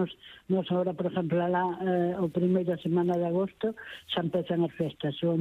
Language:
Galician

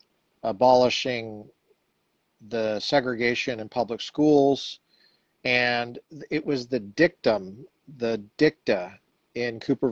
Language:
English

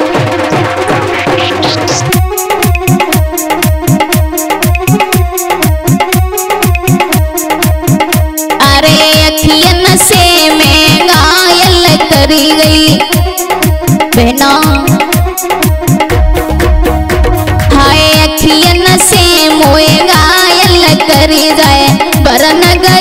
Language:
Hindi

